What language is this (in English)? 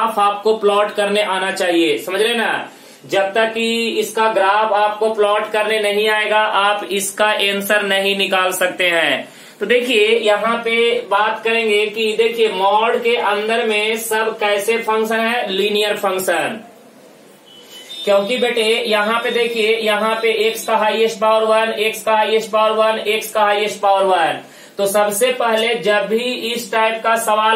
Hindi